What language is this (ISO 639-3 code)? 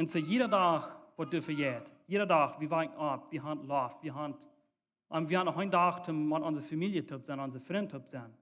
pdt